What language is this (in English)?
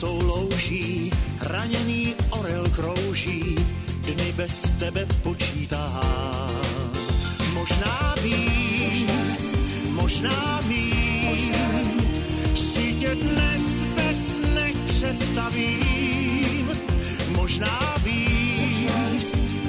Czech